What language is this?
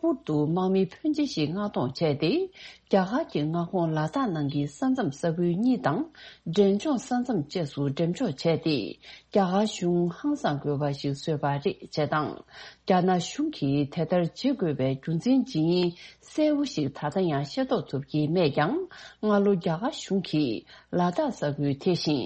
Tibetan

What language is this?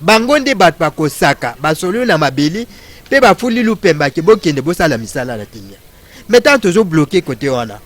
Lingala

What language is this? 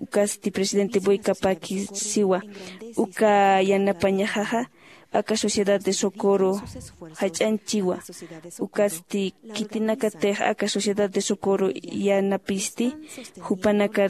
Aymara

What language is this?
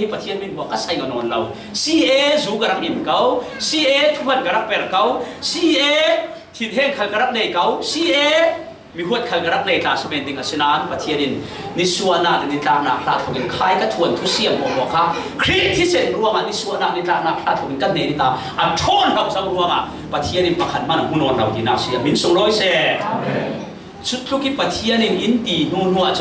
Falam Chin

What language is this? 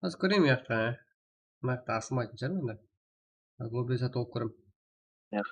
Kara-Kalpak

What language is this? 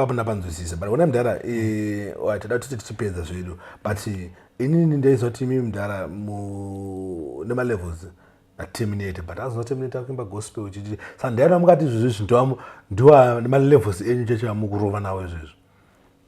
Shona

